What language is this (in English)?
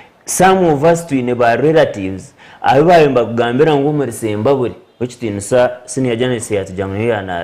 Nyankole